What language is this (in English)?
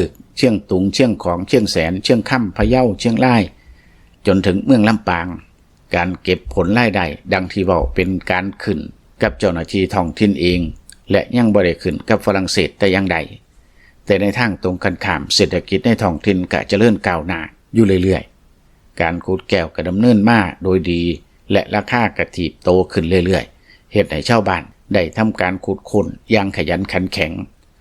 Lao